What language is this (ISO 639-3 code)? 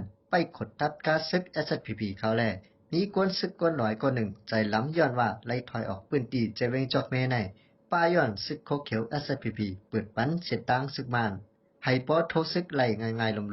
shn